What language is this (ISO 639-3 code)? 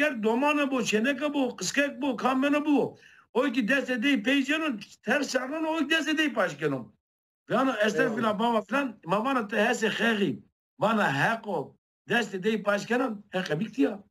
zza